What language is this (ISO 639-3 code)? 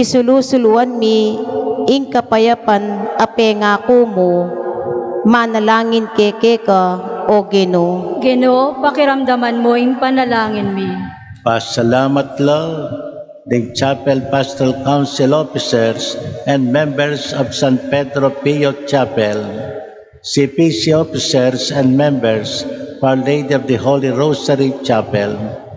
pam